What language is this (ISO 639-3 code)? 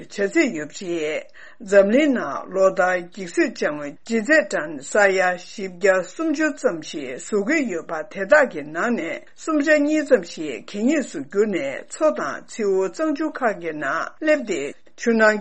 bod